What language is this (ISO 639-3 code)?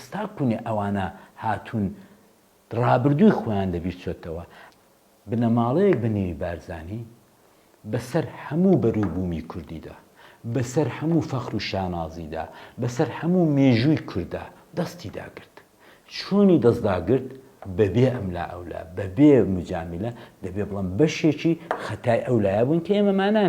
ckb